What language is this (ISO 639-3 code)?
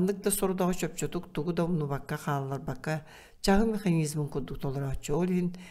sah